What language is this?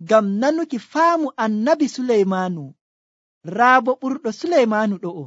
Nigerian Fulfulde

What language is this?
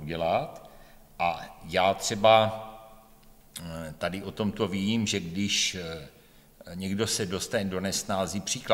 Czech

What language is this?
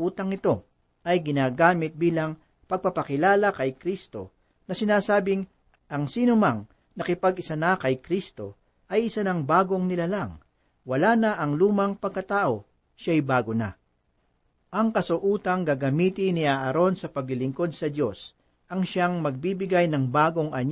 Filipino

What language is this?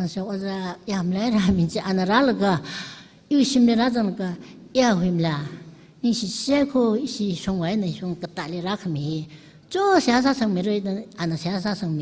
Tangkhul Naga (India)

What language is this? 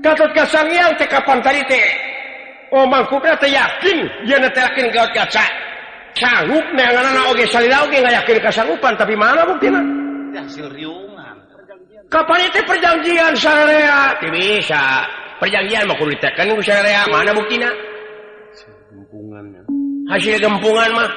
Sundanese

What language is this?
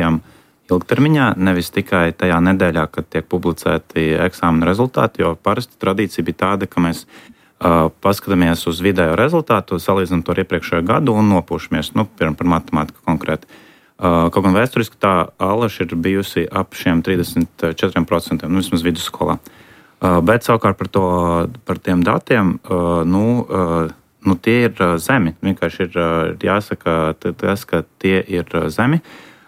Latvian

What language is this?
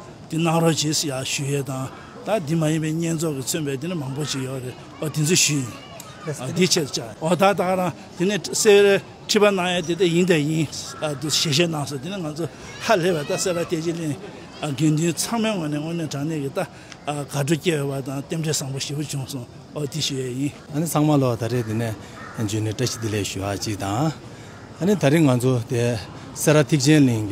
Tibetan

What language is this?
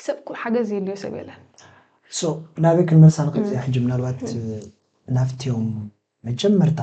Tigrinya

